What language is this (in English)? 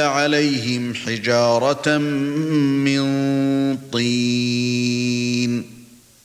Arabic